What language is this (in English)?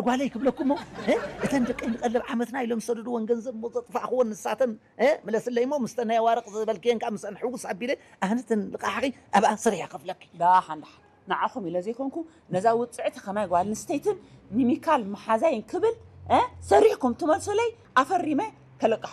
Tigrinya